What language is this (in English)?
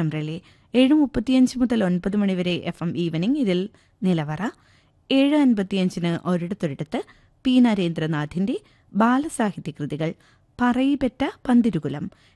Malayalam